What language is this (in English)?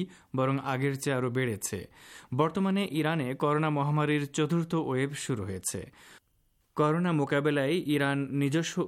Bangla